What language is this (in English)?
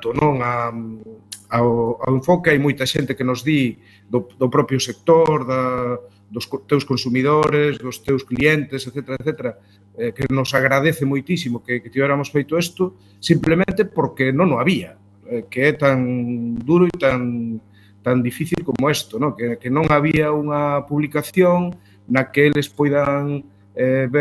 Galician